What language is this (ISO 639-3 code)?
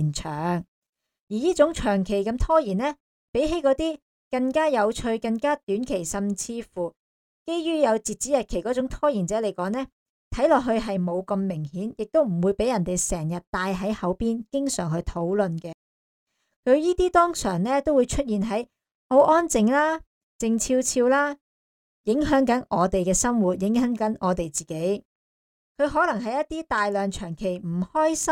yue